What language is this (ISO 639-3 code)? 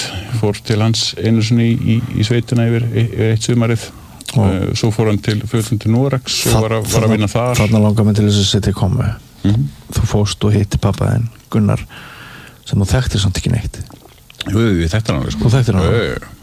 isl